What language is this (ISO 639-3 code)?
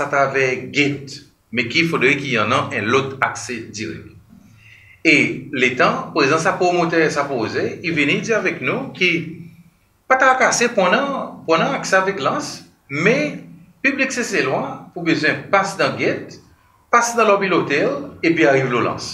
crs